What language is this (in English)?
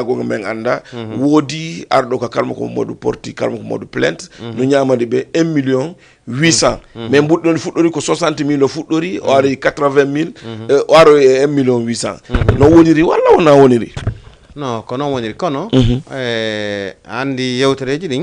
Fula